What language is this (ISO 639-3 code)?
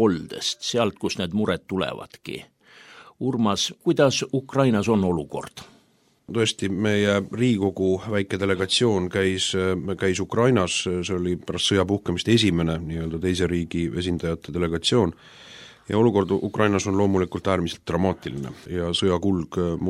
est